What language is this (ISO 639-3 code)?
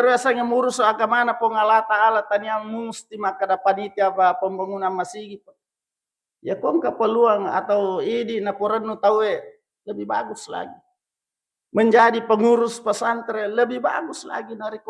bug